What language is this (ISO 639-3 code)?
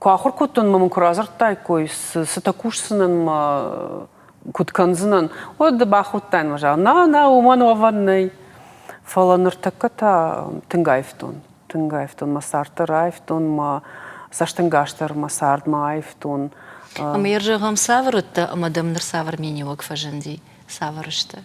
oss